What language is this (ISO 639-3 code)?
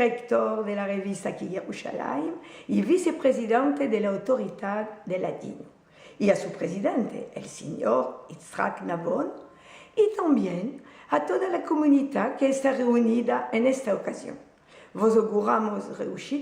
lad